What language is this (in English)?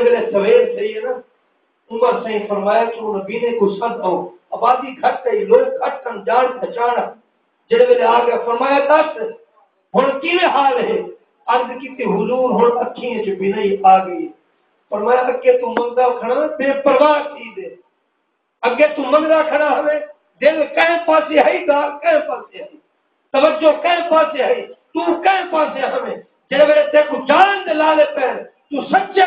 Saraiki